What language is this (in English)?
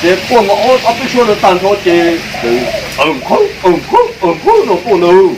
Hmong